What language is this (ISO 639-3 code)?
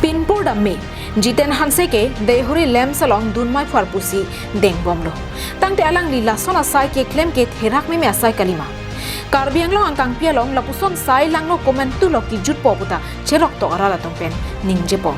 mjw